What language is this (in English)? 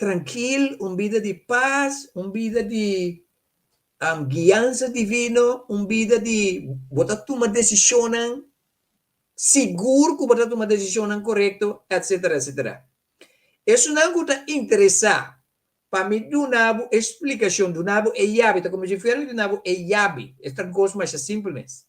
Papiamento